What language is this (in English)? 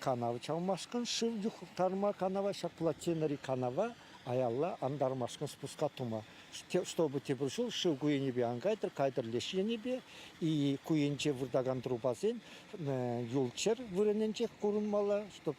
Chuvash